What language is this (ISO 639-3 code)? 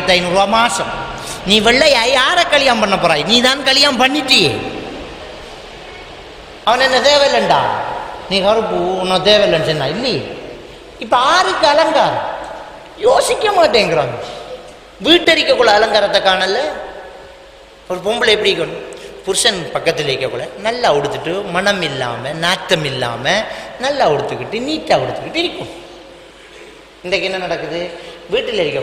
tam